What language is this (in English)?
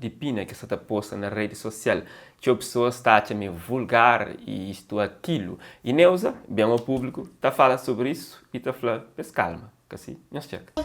Kabuverdianu